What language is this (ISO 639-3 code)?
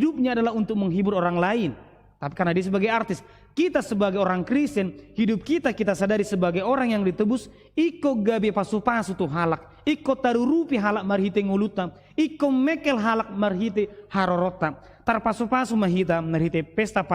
bbc